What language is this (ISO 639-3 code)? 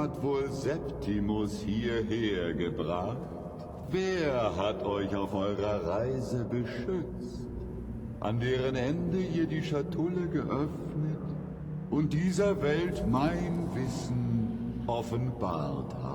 bar